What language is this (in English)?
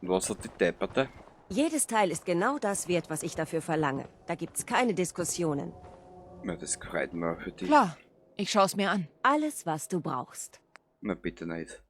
Bavarian